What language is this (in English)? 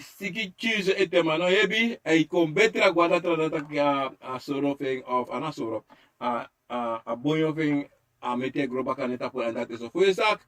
Sranan Tongo